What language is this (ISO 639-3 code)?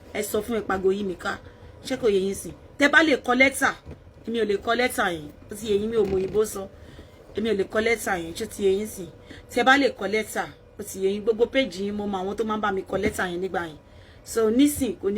yor